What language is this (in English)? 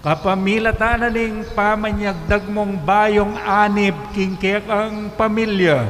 Pampanga